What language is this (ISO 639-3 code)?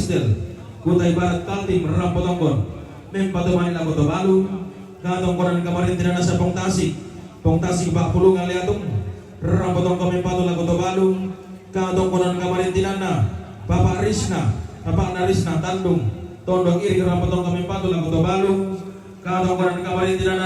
sda